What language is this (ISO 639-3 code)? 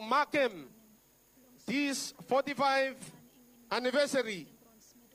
bis